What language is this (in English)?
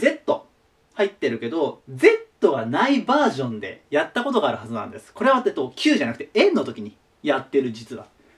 Japanese